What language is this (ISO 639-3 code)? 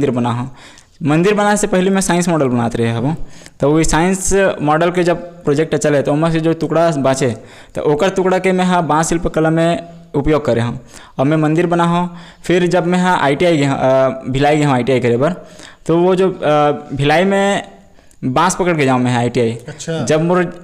hne